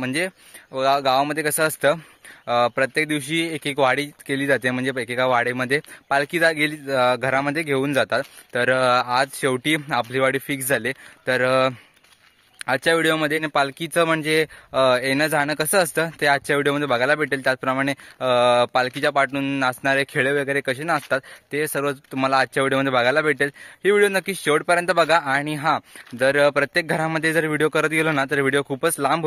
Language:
Marathi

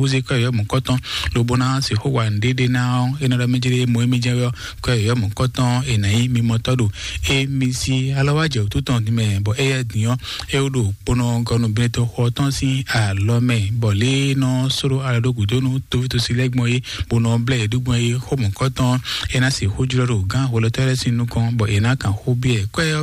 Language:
Fon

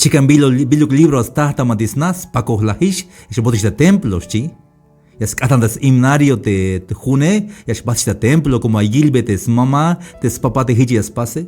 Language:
Tzeltal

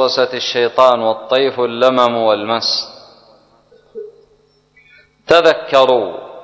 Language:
Arabic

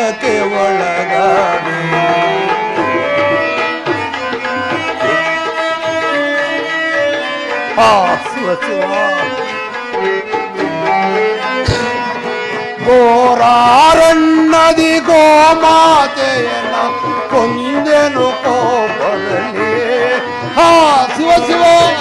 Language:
Kannada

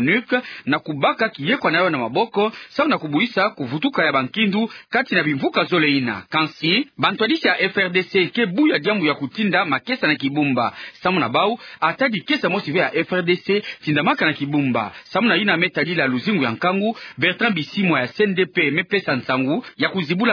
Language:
Kituba (Democratic Republic of Congo)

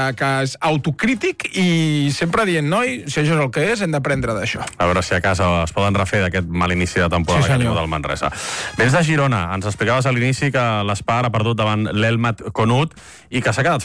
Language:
Catalan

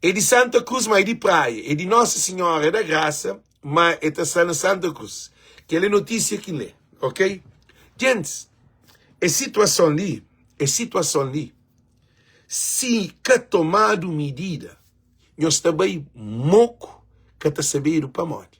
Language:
Kabuverdianu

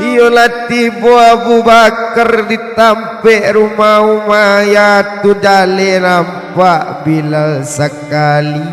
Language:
Minangkabau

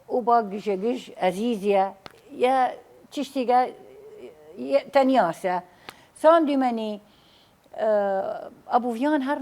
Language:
Southern Kurdish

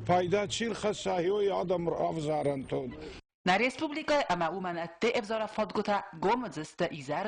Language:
Ossetic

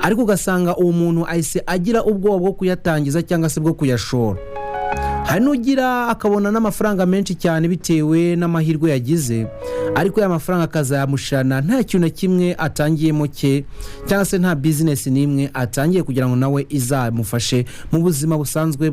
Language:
Kinyarwanda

